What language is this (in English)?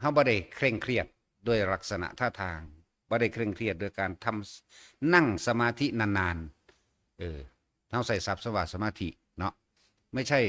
Northeastern Thai